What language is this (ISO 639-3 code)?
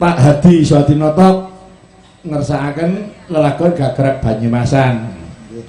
jav